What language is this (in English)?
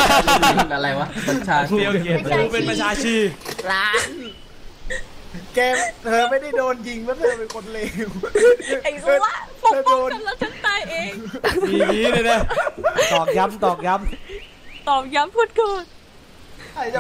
Thai